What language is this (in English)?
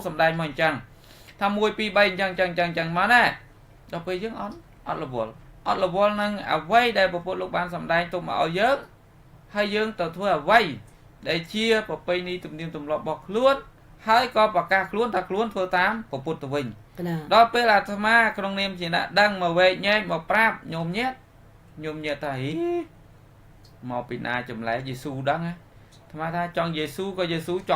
Khmer